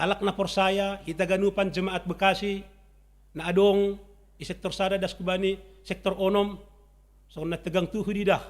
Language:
Batak Simalungun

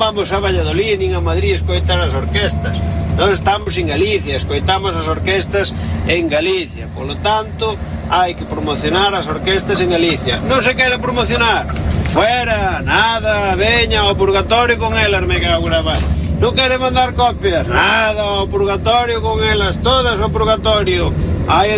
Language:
Galician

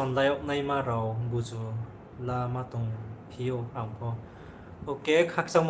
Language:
Riang (India)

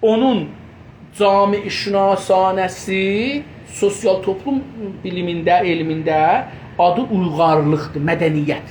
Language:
South Azerbaijani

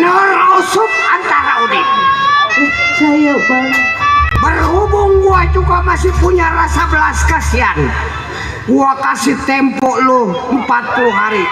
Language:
Betawi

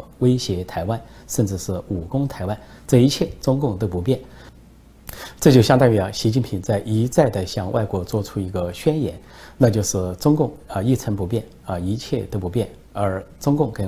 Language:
Chinese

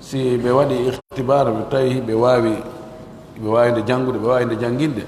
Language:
Pular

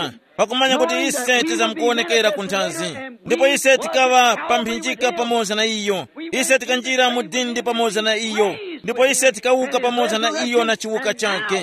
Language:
Tumbuka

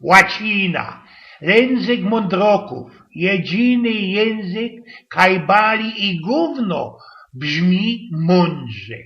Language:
Silesian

